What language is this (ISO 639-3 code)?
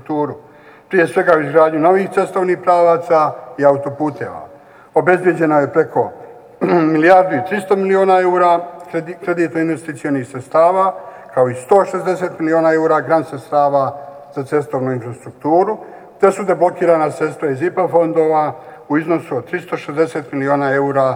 bos